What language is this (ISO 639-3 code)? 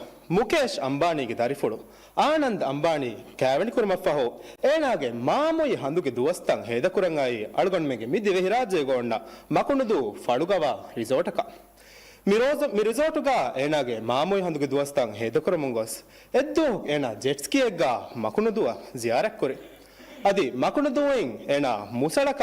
div